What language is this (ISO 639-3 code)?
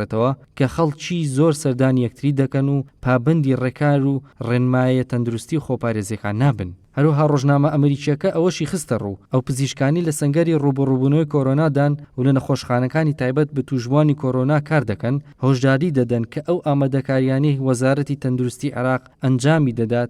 ckb